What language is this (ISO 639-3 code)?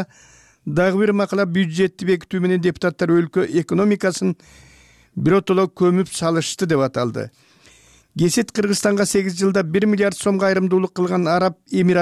kir